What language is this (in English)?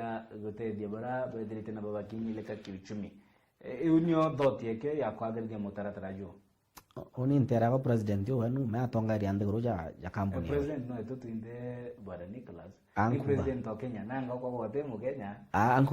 Meru